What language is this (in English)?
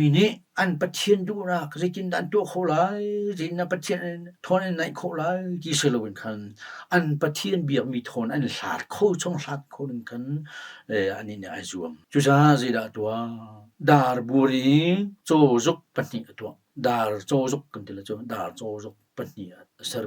Hakha Chin